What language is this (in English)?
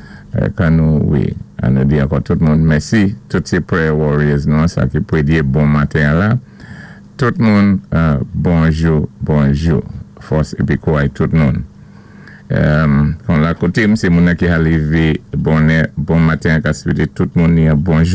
Saint Lucian Creole French